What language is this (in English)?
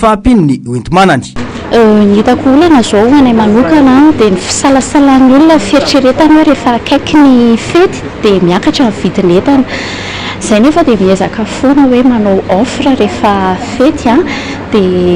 Malagasy